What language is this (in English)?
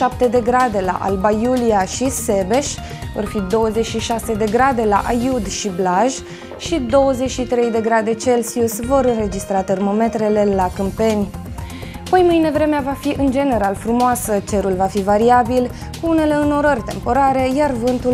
Romanian